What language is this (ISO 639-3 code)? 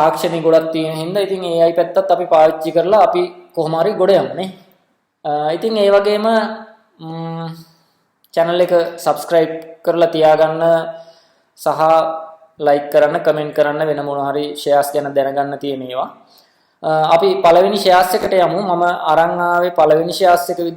sin